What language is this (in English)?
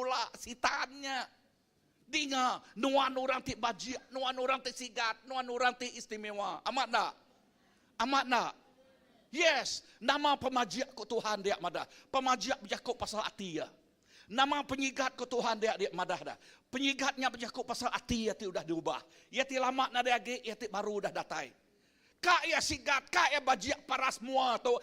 Iban